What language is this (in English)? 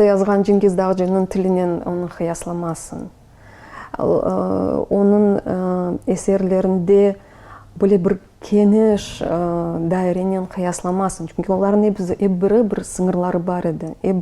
Crimean Tatar